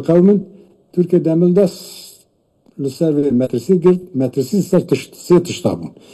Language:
Kurdish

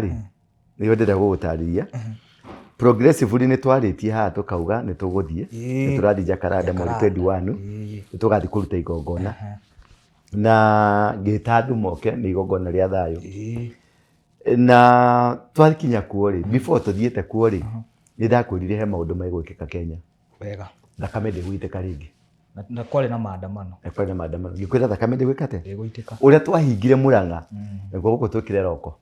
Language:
Kikuyu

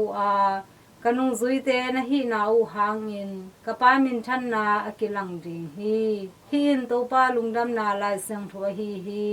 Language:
Tedim Chin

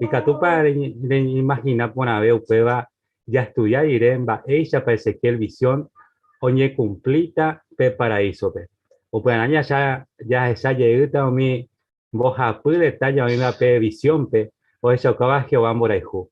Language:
Guarani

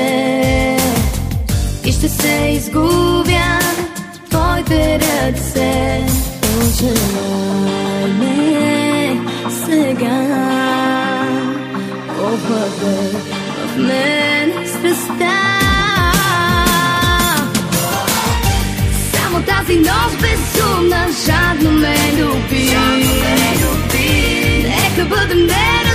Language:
Bulgarian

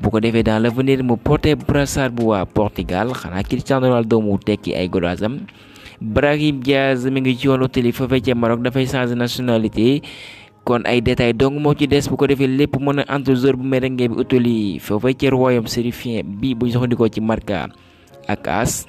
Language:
Wolof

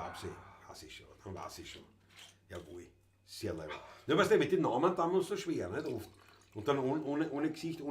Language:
Bavarian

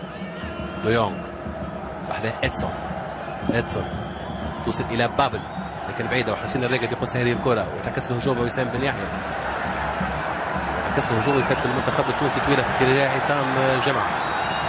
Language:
Arabic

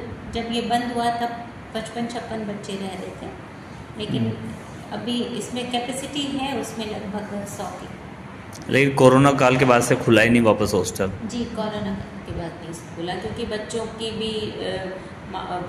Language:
Hindi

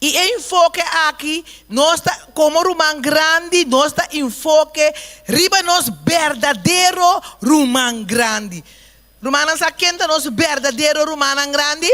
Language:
Papiamento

